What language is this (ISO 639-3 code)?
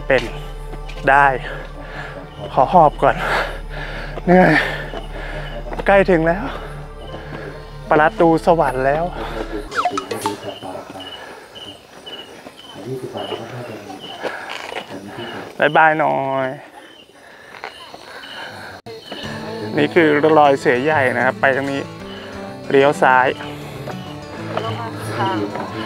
tha